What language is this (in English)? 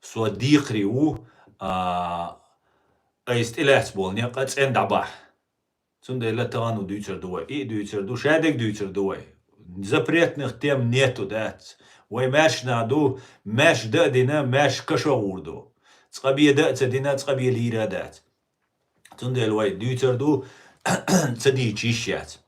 Chechen